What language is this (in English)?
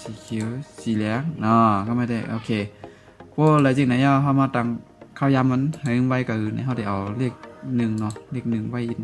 Shan